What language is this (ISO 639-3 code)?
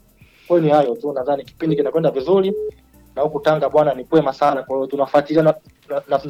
swa